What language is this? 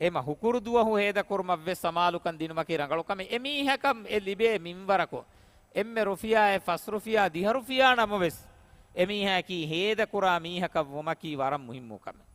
Divehi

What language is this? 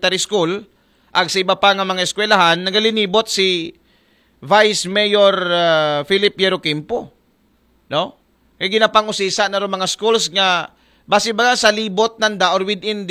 Aklanon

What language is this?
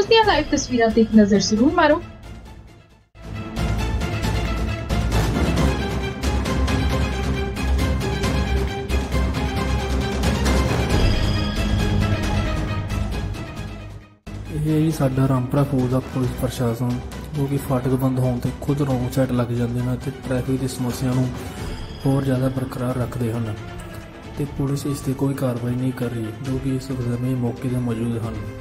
Punjabi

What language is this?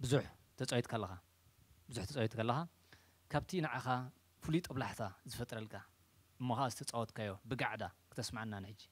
Tigrinya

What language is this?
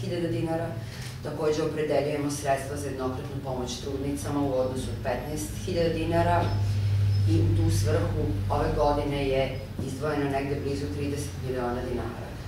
Serbian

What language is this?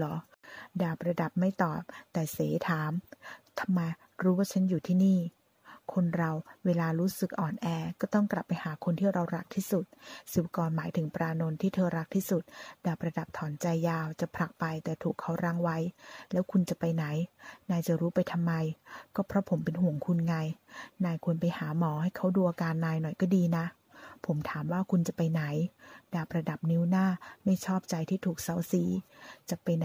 Thai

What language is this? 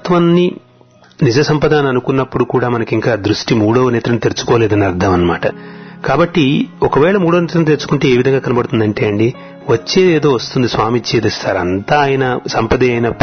Telugu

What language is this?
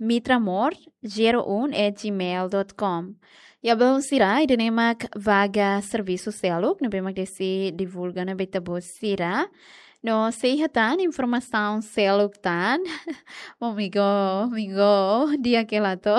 Tetum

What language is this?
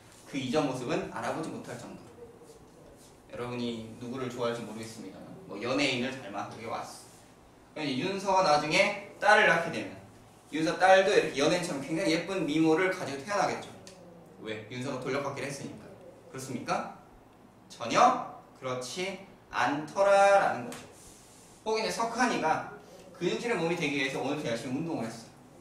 Korean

